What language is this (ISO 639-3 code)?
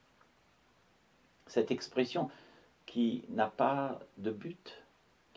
fra